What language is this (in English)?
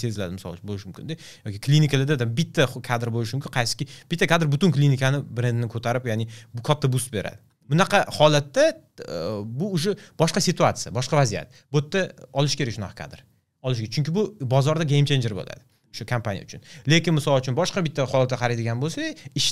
Uzbek